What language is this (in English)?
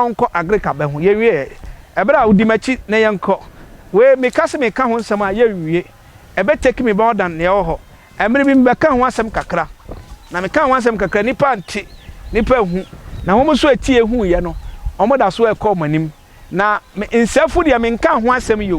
Akan